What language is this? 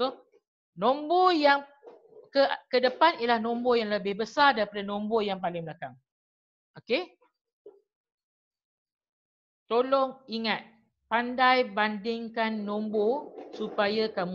Malay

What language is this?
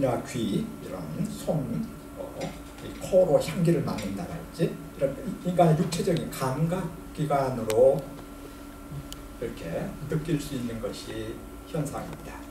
Korean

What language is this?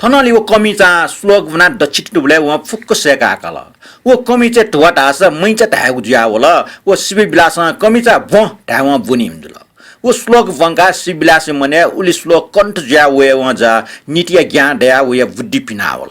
Newari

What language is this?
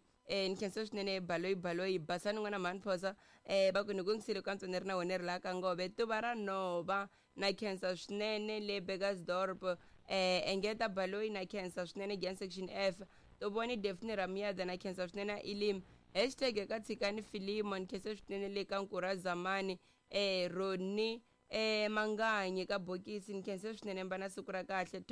Tsonga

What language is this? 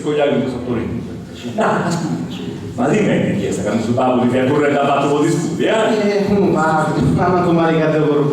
Sardinian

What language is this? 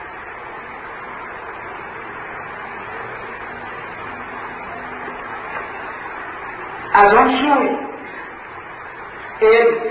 Persian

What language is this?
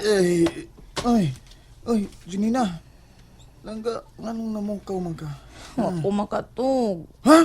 Cebuano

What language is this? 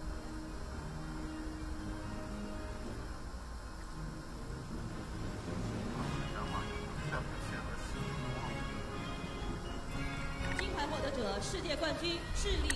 Chinese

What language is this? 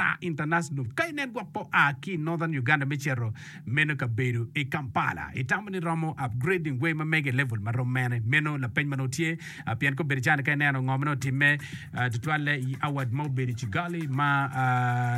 Acoli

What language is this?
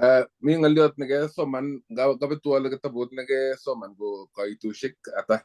Kalenjin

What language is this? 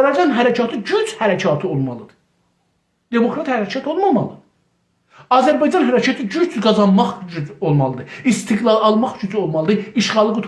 South Azerbaijani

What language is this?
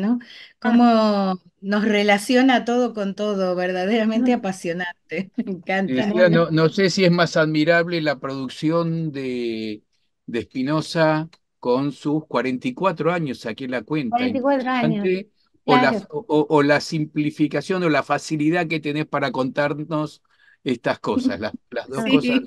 Ladino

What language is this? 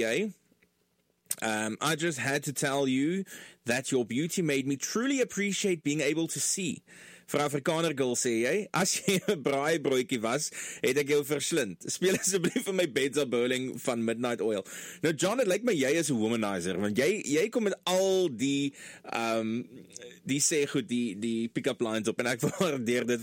Afrikaans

